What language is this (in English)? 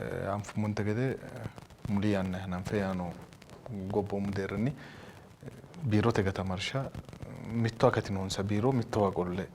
Sidamo